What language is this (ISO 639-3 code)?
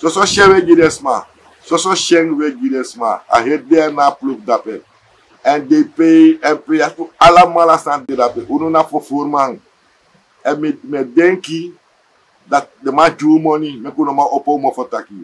srn